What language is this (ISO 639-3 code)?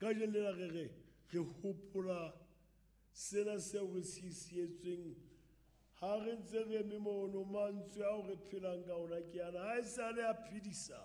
sot